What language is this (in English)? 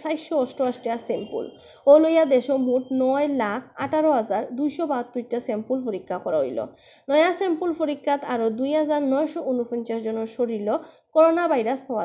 Sylheti